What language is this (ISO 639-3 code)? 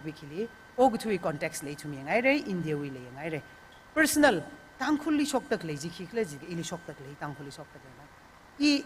nmf